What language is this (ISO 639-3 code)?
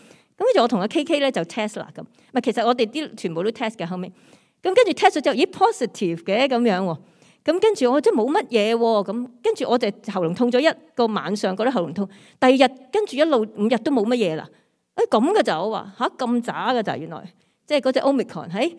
yue